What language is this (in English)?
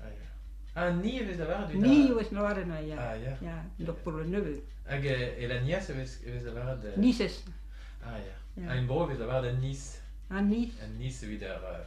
Breton